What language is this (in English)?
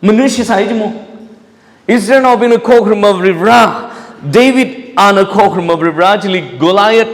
Tangkhul Naga (India)